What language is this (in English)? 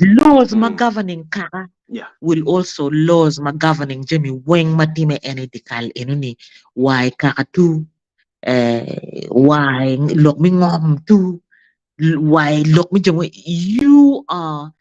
Acoli